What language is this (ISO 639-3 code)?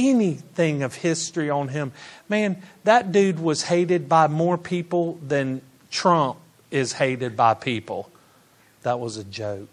eng